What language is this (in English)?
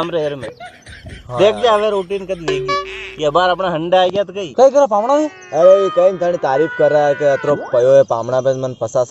Rajasthani